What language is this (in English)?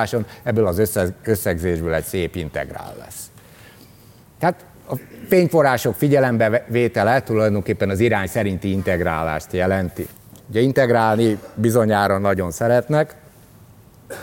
Hungarian